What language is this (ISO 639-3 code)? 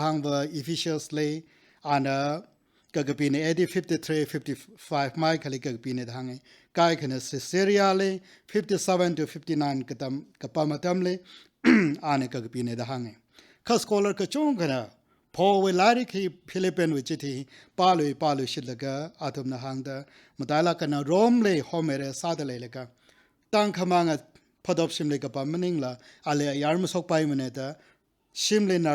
nmf